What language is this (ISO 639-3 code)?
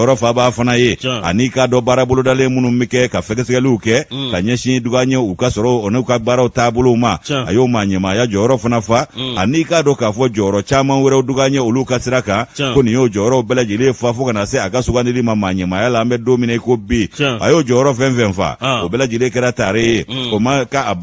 bam